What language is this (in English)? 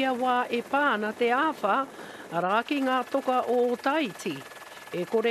Māori